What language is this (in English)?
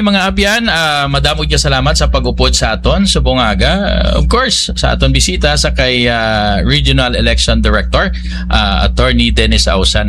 Hiligaynon